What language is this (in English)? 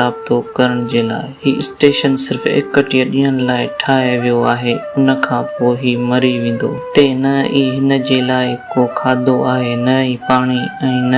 Sindhi